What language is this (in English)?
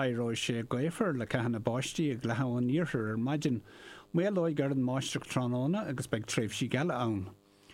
Irish